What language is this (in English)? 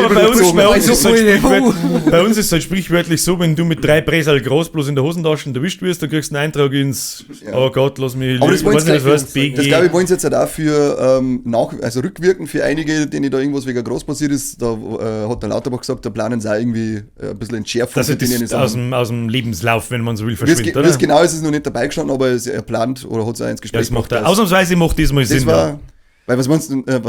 Bavarian